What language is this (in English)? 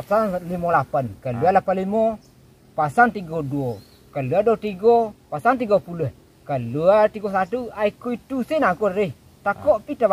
Minangkabau